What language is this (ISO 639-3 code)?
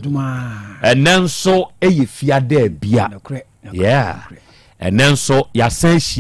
aka